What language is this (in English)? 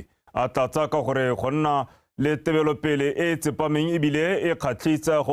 Tswana